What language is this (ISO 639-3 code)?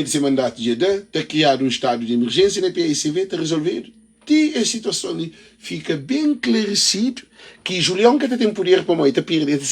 kea